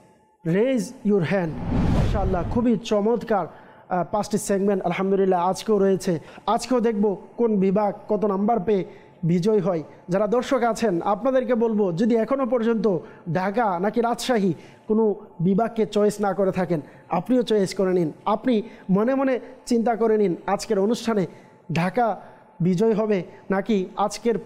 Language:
Bangla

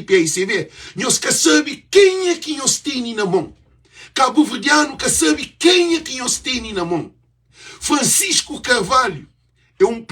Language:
Kabuverdianu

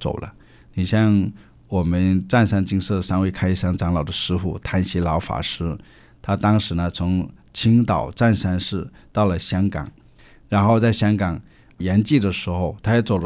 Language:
Chinese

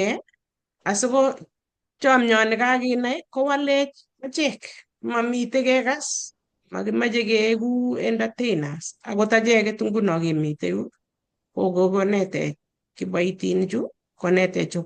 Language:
Kalenjin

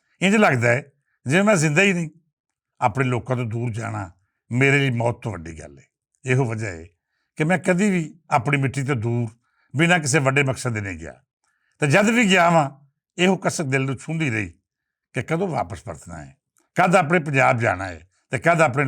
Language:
Western Panjabi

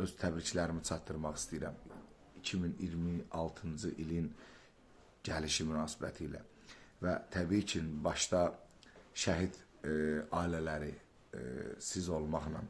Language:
Azerbaijani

